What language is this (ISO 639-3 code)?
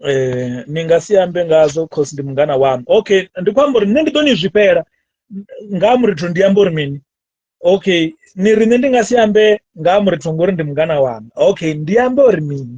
ven